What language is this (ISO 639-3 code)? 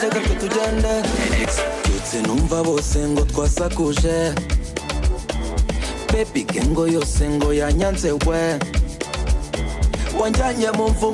kin